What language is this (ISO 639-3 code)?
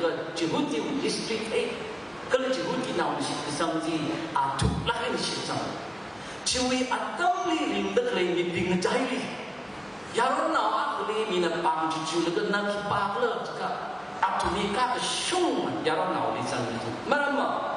nmf